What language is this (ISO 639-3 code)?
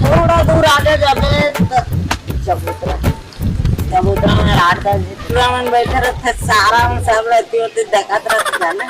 hne